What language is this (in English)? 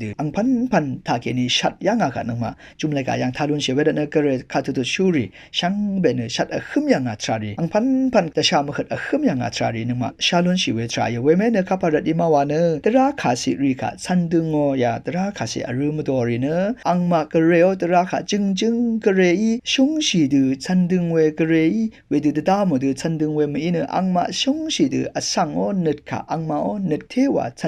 Rawang